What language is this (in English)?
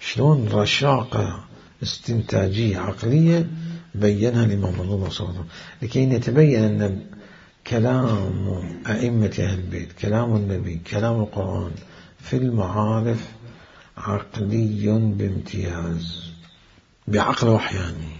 Mesopotamian Arabic